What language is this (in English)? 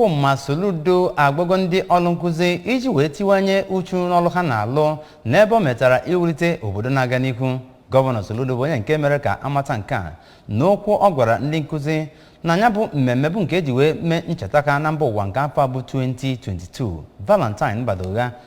Igbo